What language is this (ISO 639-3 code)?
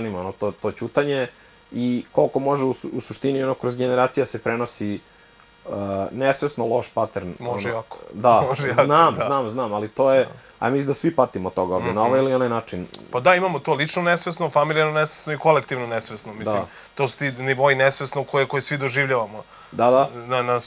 srp